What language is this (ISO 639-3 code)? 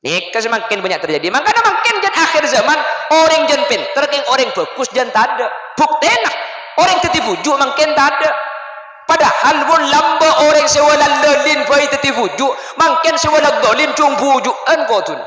mad